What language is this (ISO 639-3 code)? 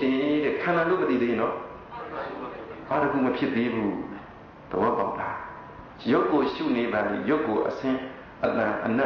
mya